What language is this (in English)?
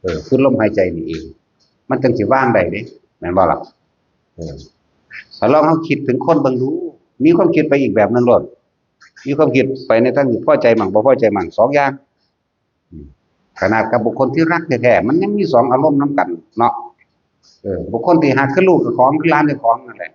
Northeastern Thai